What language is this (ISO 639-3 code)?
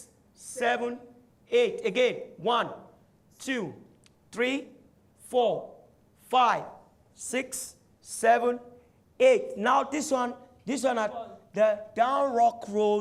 pcm